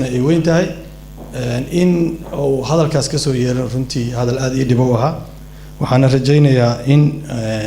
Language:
Somali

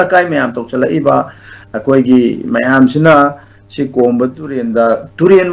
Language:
Manipuri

